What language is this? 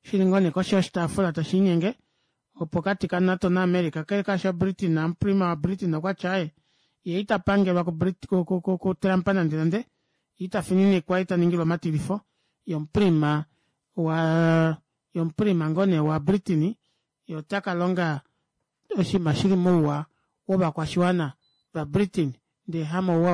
Kuanyama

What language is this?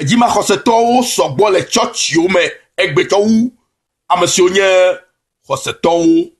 Ewe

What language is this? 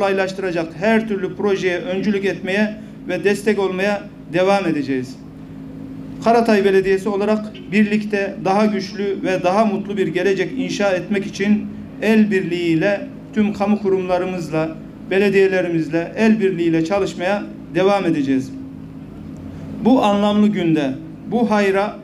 Turkish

